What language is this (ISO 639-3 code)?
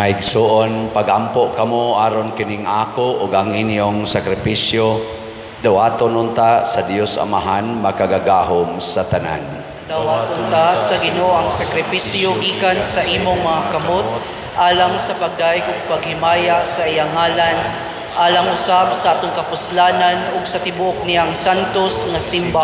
ceb